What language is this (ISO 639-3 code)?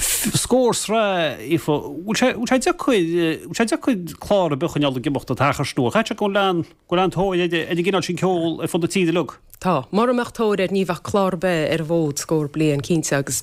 gle